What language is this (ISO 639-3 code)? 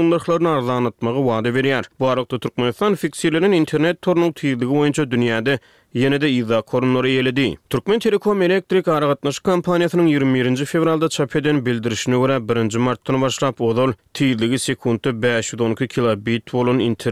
tuk